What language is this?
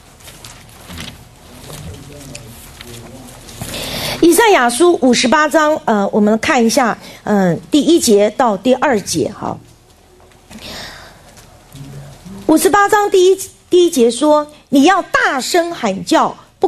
Chinese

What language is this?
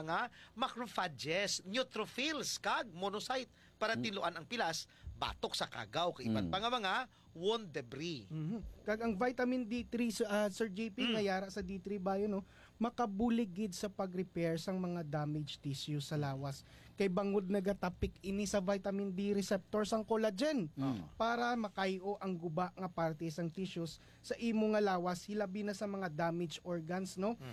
Hiligaynon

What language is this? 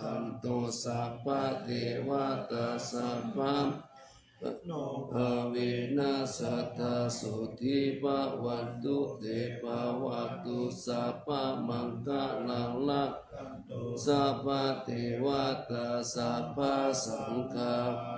Pali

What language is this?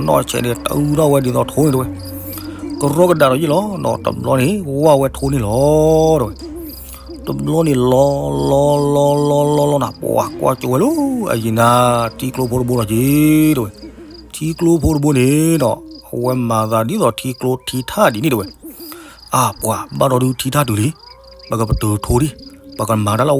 S'gaw Karen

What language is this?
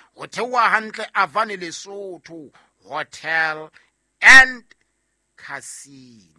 Southern Sotho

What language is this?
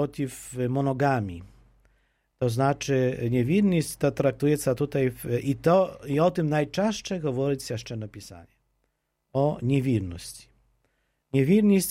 Polish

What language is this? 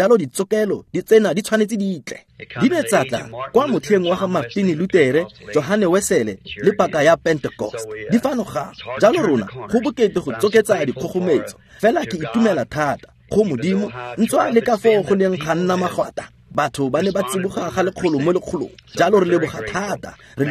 Tswana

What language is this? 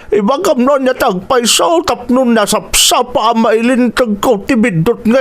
Iloko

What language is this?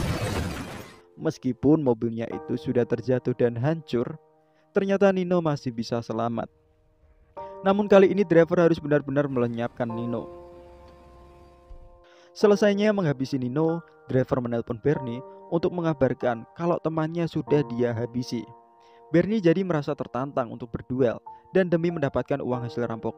Indonesian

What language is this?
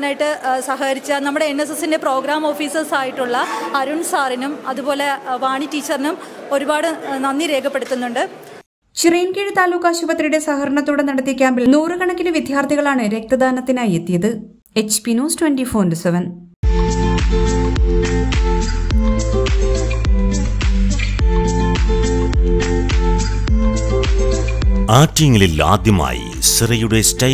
Malayalam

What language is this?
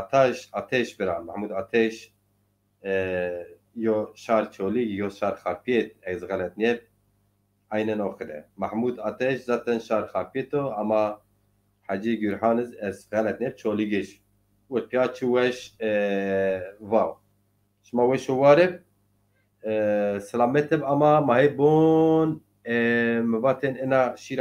Zaza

